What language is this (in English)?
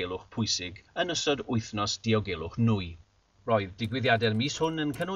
Welsh